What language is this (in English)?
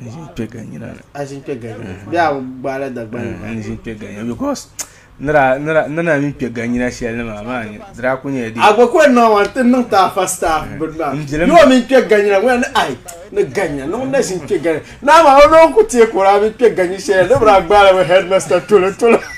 Dagbani